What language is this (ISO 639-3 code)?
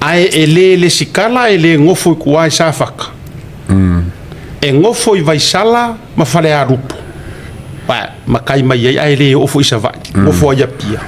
smo